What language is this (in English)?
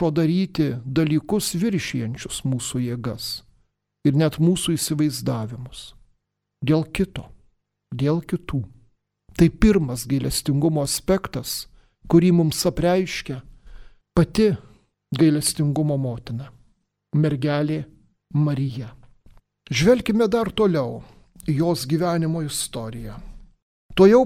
Lithuanian